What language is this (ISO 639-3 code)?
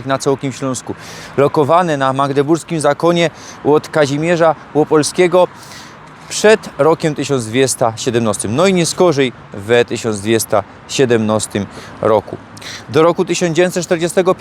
szl